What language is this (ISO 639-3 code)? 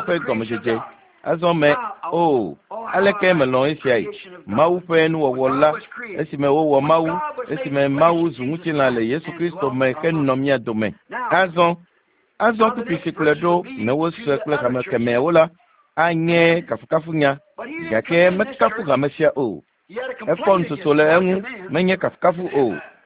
ewe